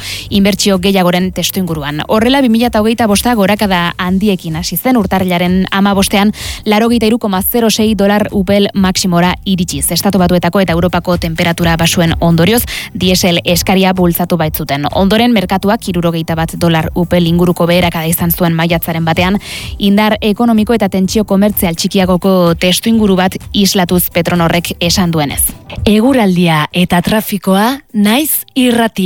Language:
Basque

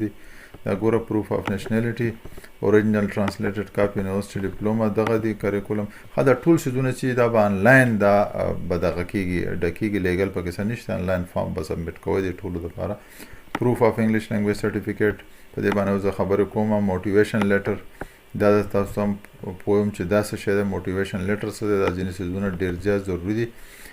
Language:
Pashto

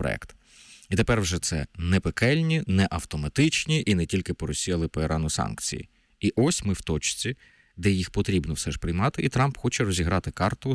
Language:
Ukrainian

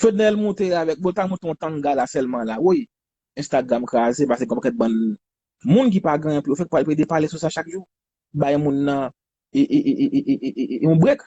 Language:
Haitian Creole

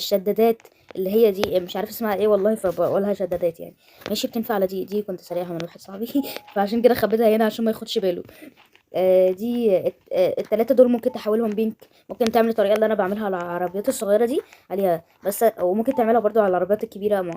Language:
Egyptian Arabic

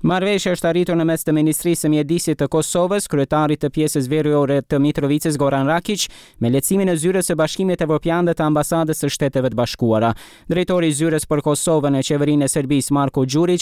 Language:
Albanian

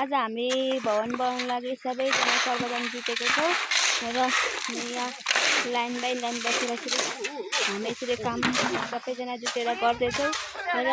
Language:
Nepali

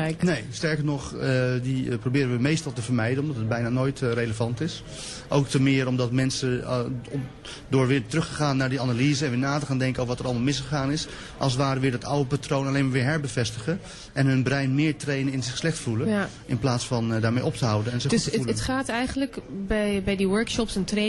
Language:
Dutch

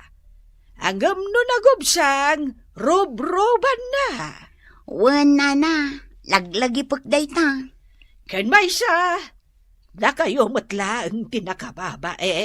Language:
Iloko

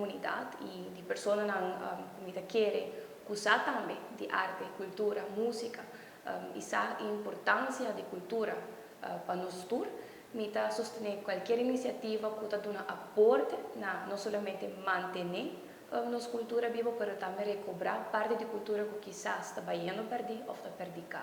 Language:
Papiamento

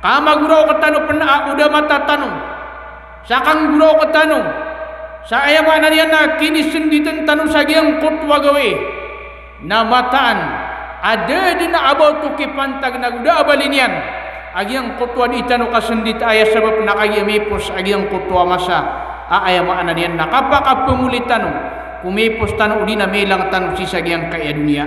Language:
Maranao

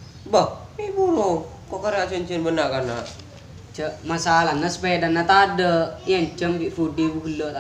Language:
Madurese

